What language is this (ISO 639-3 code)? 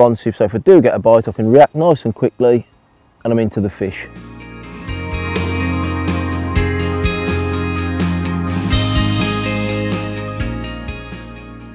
eng